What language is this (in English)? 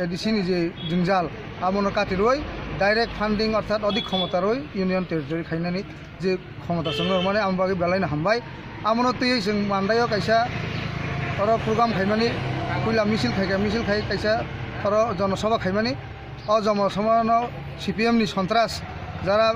Kok Borok